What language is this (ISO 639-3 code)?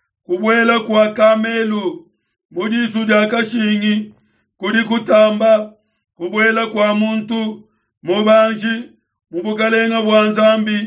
lua